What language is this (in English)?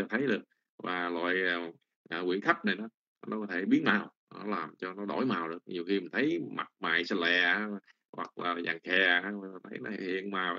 Vietnamese